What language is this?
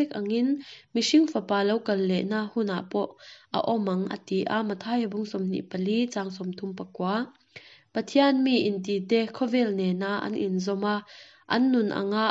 Mizo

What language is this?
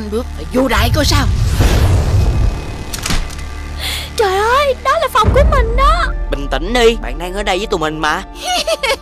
Vietnamese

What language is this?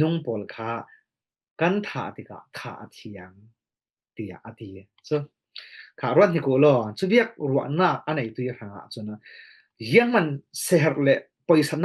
Falam Chin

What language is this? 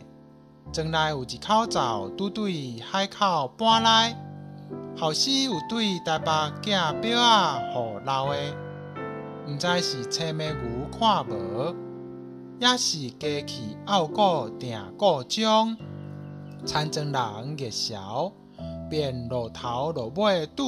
Min Nan Chinese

